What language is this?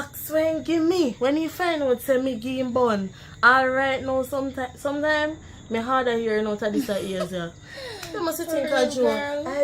Jamaican Creole English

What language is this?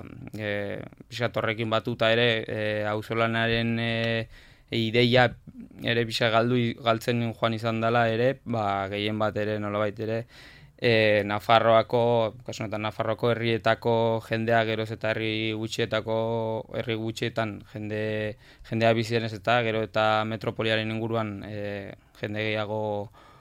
Basque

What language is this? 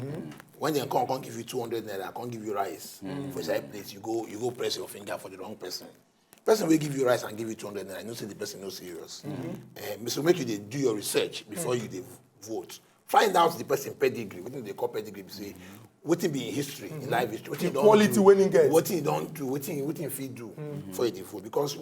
Nigerian Pidgin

